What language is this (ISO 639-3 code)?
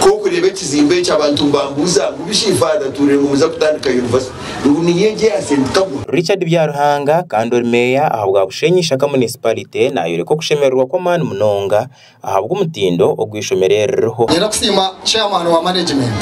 nyn